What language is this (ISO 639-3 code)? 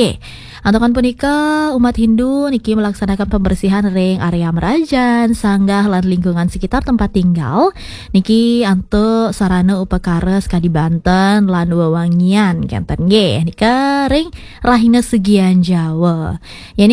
ban